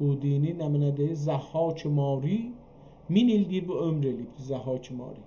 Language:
South Azerbaijani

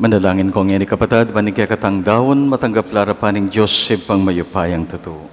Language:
Pampanga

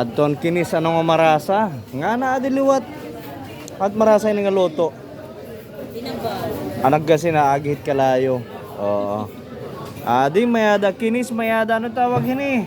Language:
Waray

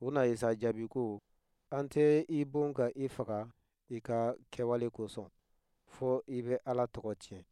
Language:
Bambara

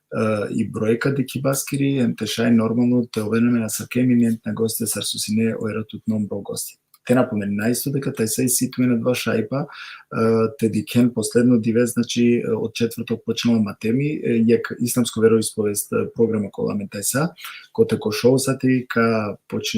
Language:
Balkan Romani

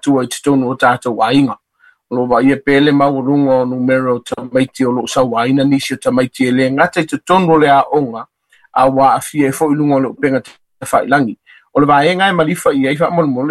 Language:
Samoan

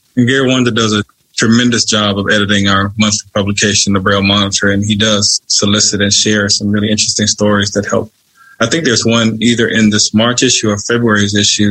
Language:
English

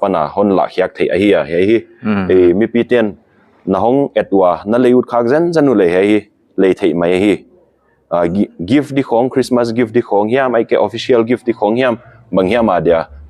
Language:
Paite Chin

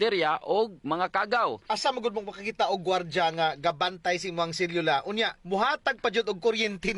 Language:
Cebuano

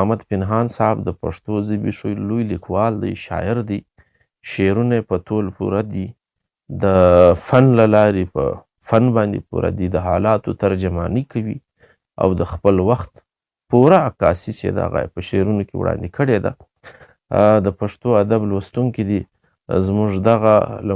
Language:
Pashto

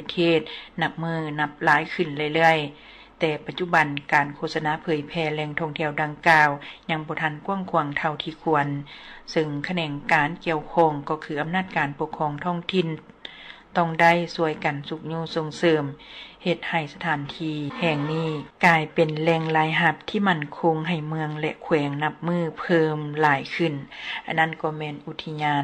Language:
Lao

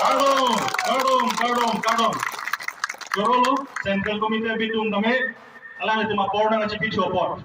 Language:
Karbi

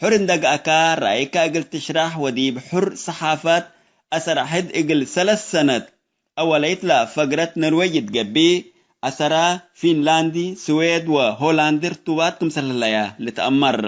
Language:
Tigre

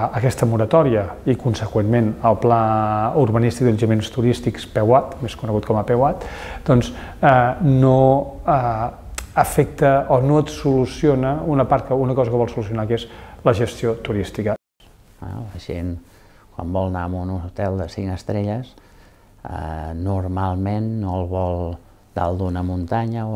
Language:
Catalan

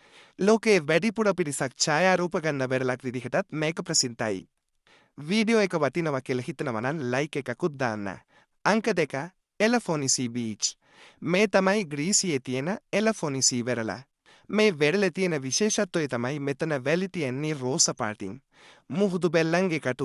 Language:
Sinhala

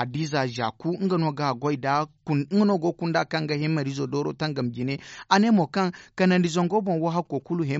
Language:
Zarma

